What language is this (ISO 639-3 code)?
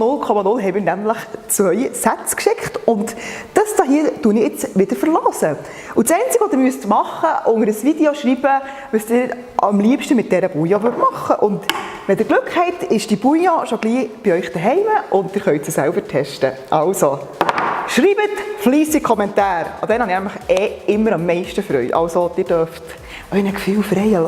gsw